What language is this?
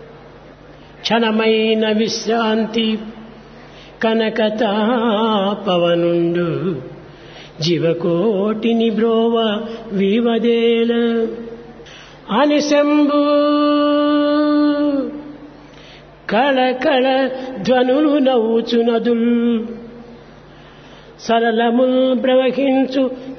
Telugu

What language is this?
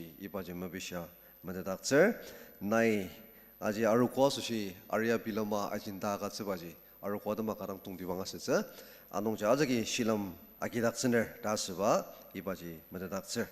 Ao Naga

